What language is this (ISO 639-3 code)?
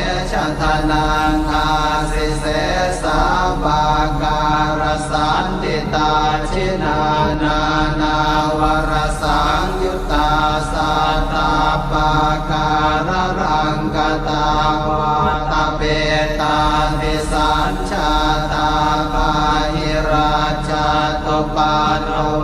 pli